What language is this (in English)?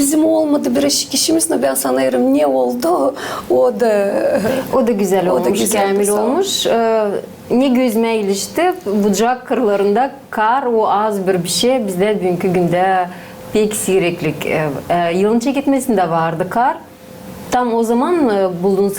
Gagauz